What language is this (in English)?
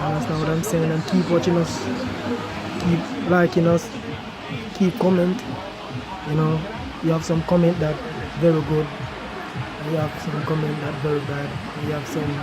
Jamaican Creole English